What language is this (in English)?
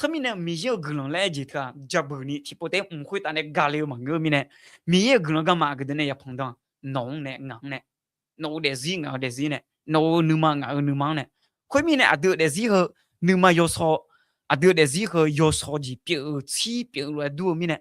Akha